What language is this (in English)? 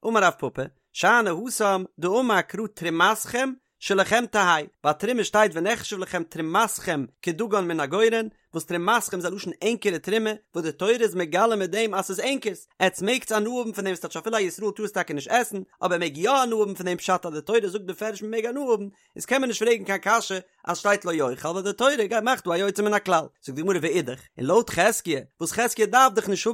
Yiddish